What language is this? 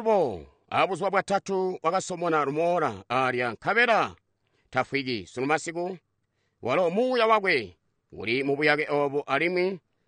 Tonga (Zambia)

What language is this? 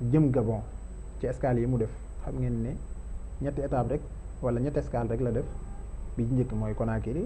Wolof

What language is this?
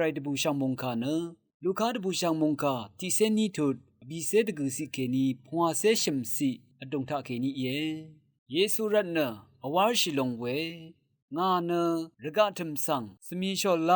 Rawang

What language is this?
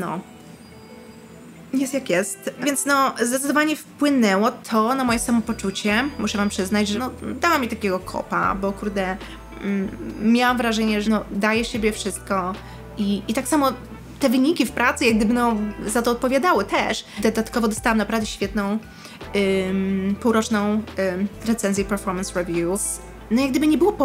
Polish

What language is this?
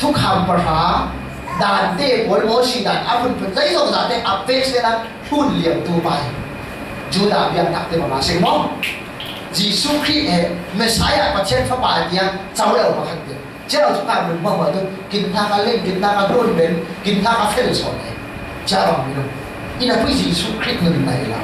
Falam Chin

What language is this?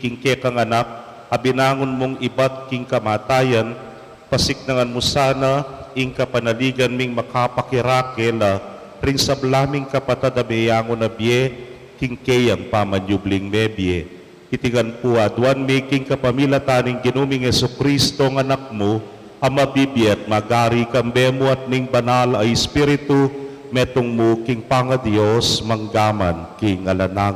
Pampanga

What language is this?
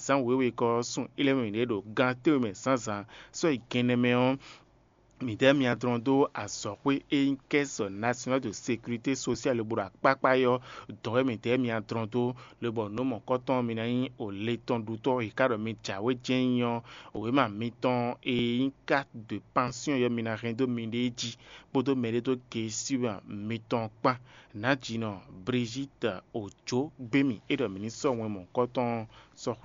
Fon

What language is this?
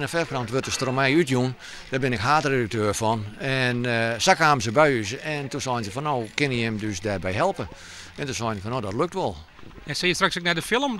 Western Frisian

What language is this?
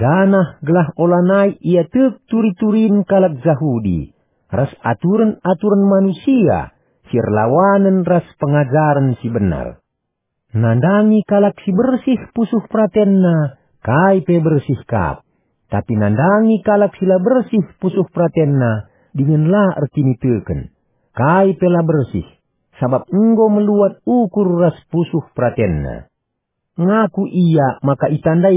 Batak Karo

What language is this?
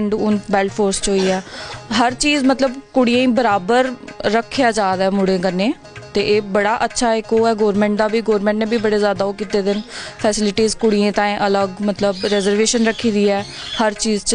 Dogri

